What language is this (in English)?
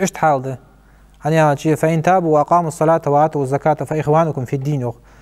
Ingush